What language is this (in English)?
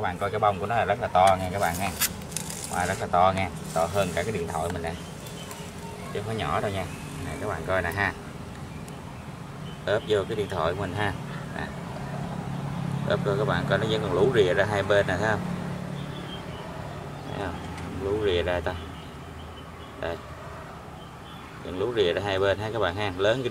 Vietnamese